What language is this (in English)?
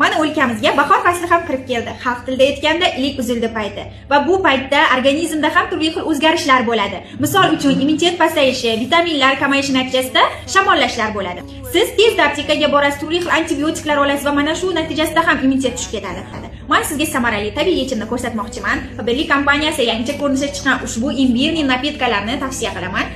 Uzbek